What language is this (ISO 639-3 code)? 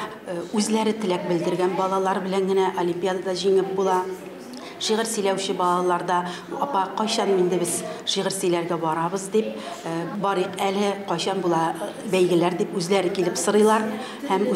tat